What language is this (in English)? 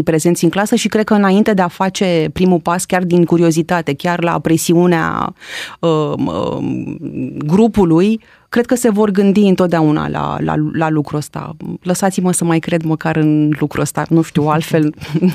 Romanian